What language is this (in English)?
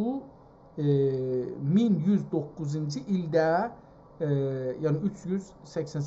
South Azerbaijani